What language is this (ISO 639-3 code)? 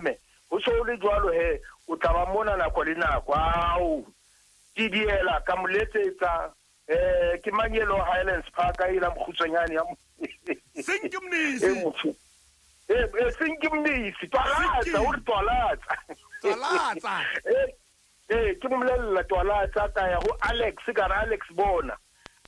sot